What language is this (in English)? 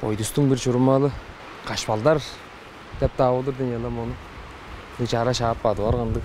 Tuvinian